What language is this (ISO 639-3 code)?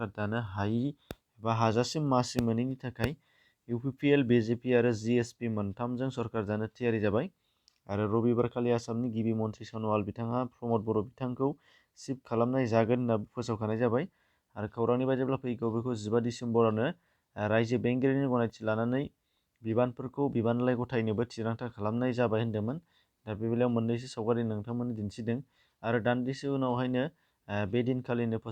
brx